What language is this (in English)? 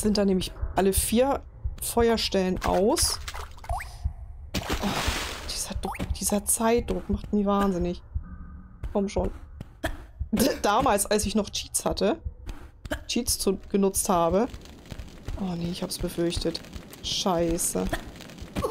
German